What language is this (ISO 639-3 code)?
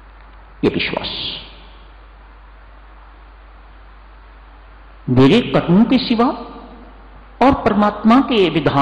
hin